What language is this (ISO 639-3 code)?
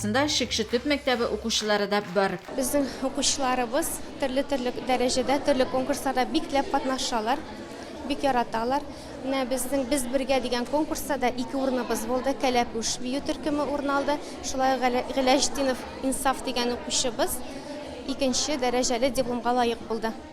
tat